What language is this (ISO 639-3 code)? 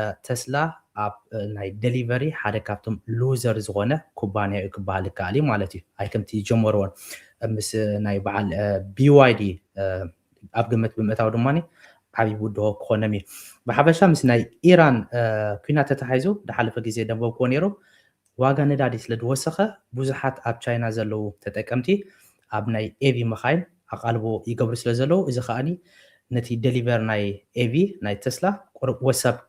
tir